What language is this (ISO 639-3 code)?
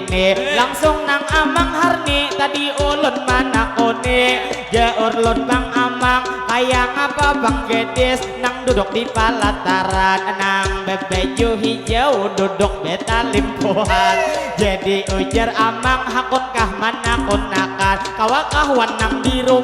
bjn